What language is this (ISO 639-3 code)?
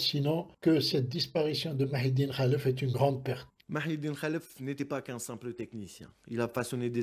fra